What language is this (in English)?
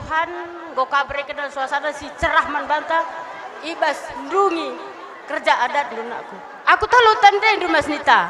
Batak Karo